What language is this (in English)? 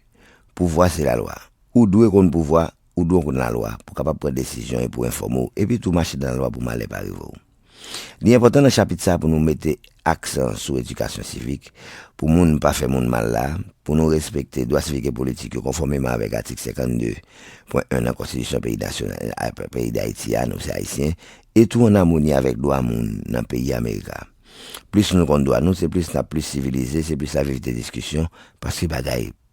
Haitian Creole